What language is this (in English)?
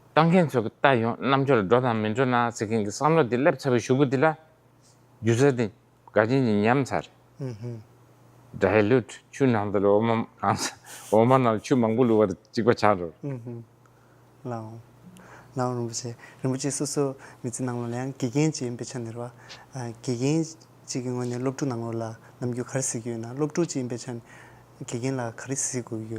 Tibetan